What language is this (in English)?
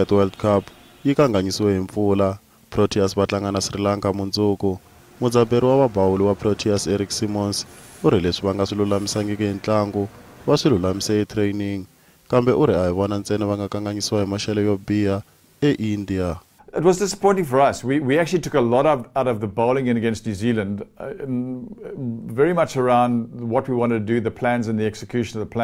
Tsonga